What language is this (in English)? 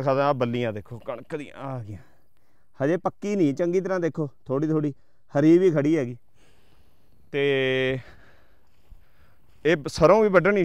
Punjabi